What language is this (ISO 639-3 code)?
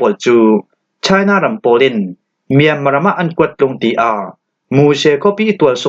cfm